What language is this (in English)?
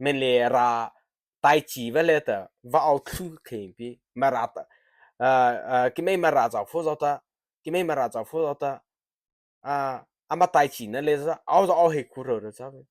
Mara Chin